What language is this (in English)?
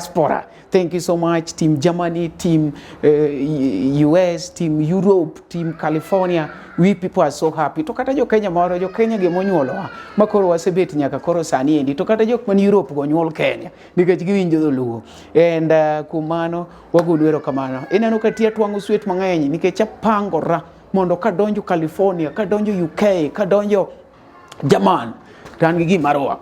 Luo (Kenya and Tanzania)